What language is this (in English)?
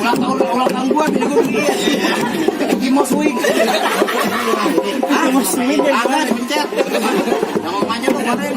Betawi